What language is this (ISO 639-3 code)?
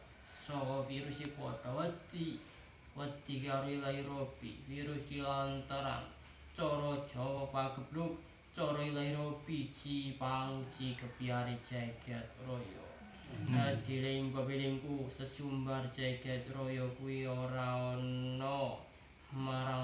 jav